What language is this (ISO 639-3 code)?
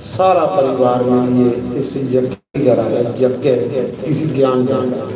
doi